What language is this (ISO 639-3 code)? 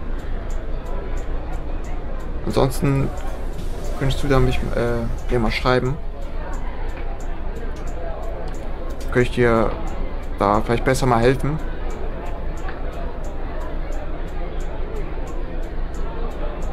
deu